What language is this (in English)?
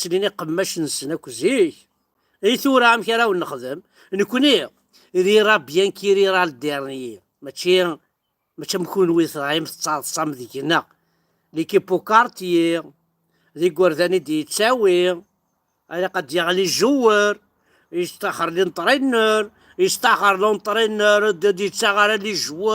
Kabyle